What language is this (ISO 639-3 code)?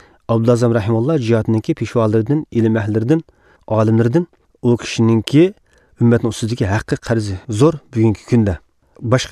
uig